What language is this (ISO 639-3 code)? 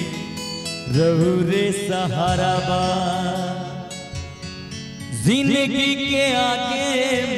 bho